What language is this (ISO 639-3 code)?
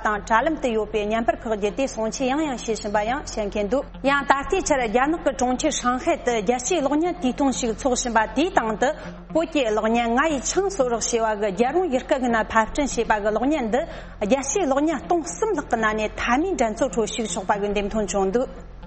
bod